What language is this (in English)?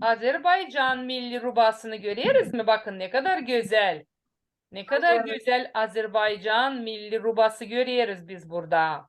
Gagauz